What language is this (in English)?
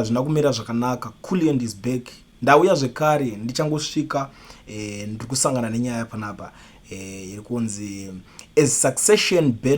Shona